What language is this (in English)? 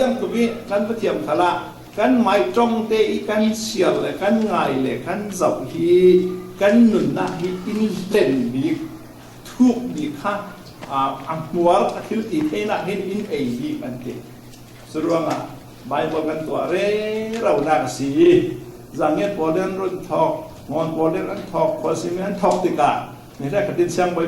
Falam Chin